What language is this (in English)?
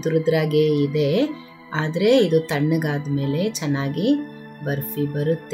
Kannada